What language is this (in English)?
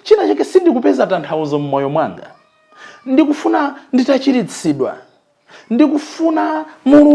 Nyanja